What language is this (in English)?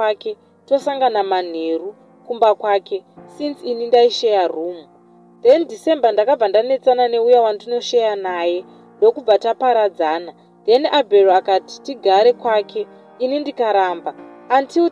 Shona